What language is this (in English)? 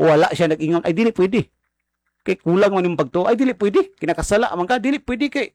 Cebuano